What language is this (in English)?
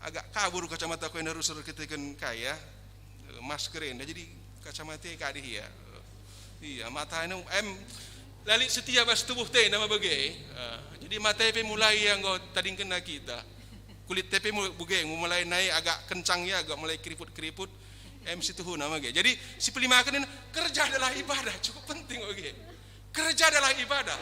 Batak Karo